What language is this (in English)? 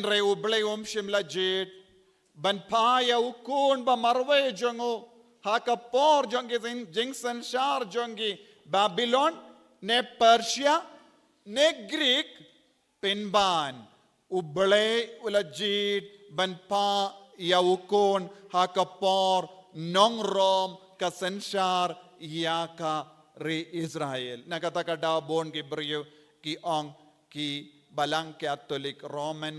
Khasi